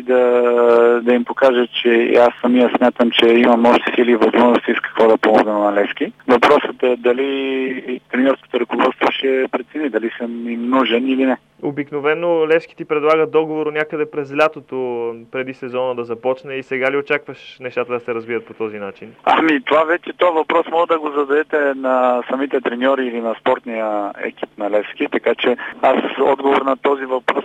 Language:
Bulgarian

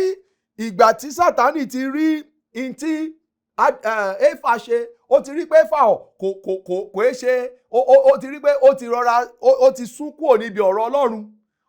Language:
Yoruba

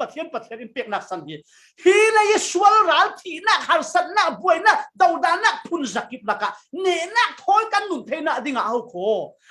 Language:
Falam Chin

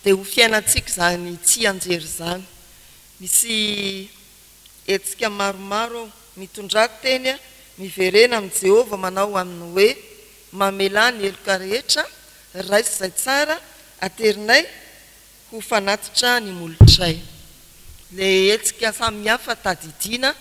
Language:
Malagasy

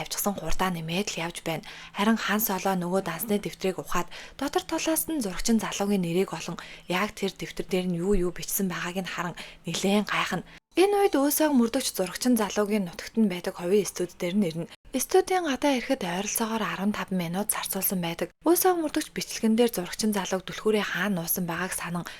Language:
Mongolian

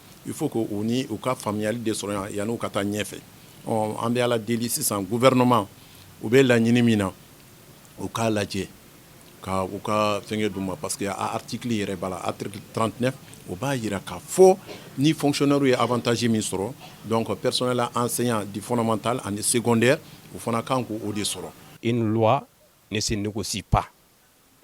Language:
Bambara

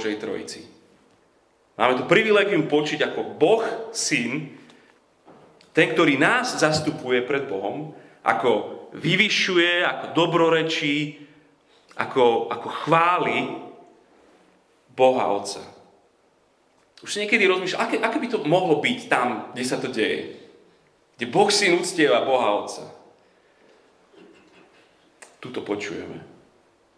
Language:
Slovak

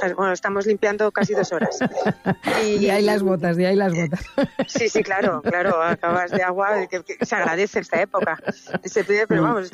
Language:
Spanish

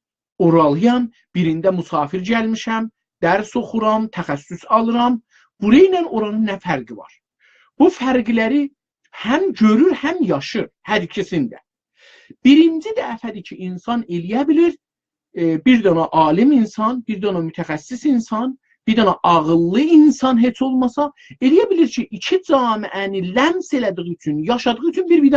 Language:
South Azerbaijani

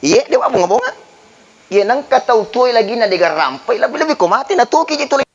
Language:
Buginese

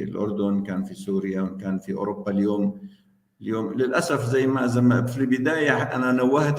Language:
North Levantine Arabic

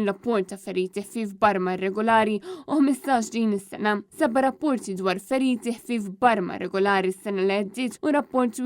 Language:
Maltese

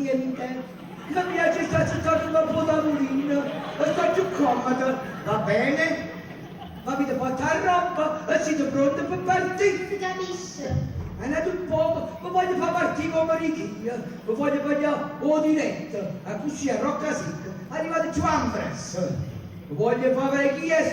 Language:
Neapolitan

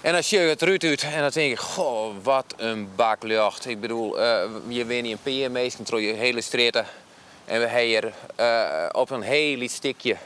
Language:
Western Frisian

